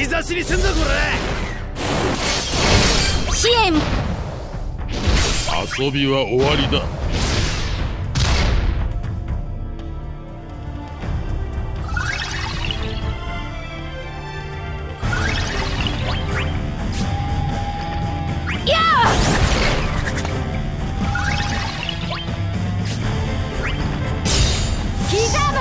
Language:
Japanese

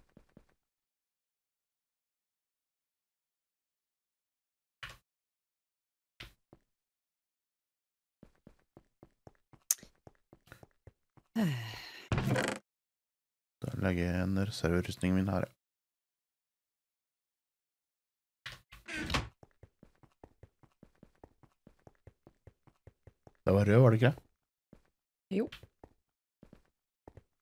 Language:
Norwegian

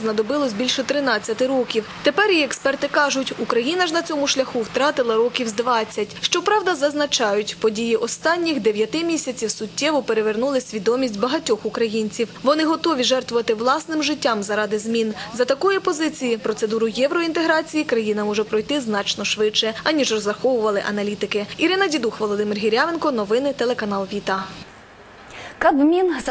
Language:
Ukrainian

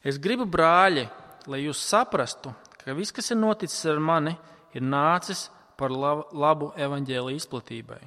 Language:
Latvian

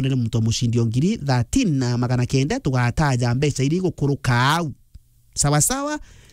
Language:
Meru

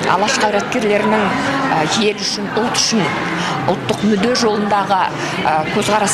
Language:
Kazakh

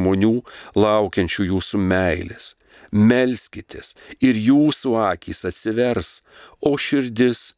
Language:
Lithuanian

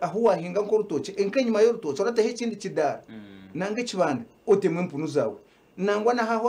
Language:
Nyankole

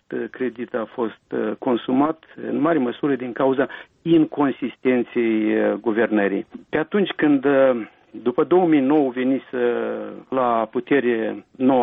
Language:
Romanian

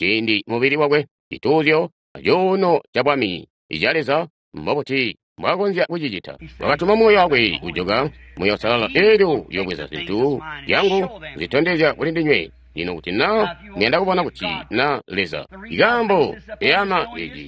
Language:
Tonga (Zambia)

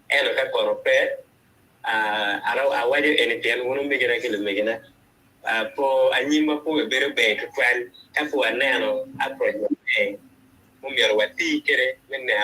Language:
Acoli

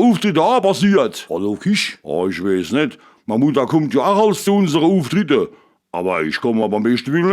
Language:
Palatine German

